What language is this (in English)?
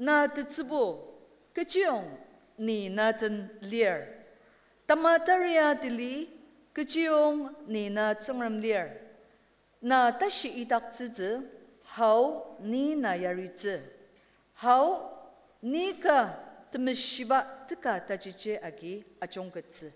Ao Naga